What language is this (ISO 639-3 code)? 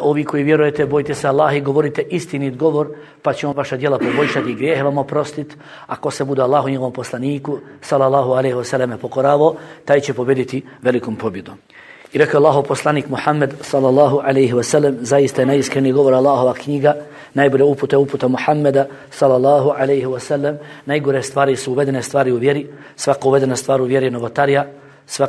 bos